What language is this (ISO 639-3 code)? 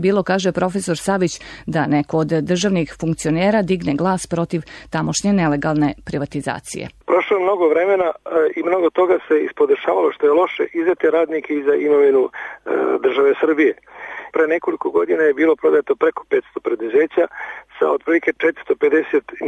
srp